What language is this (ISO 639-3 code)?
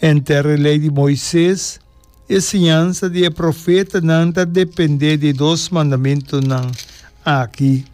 pap